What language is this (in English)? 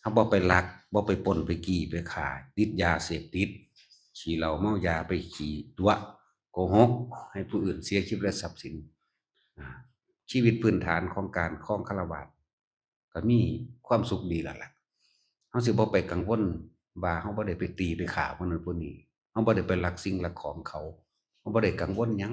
Northeastern Thai